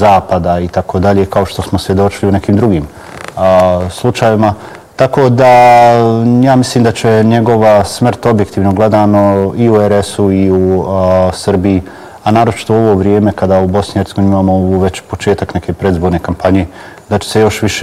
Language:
Bosnian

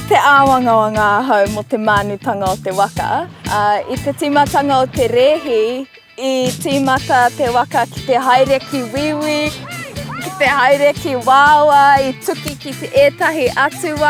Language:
Māori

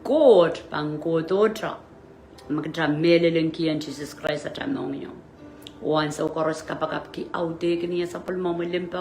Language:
Pohnpeian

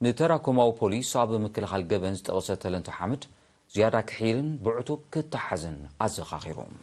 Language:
Tigrinya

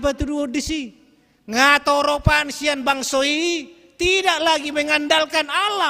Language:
Batak Toba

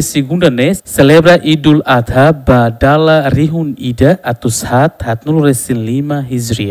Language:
Tetum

